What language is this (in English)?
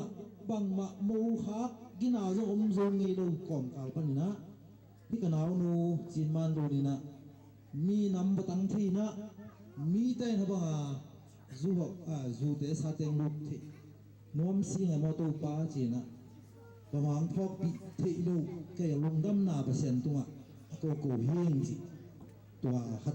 Tedim Chin